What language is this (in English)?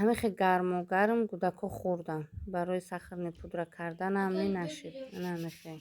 Tajik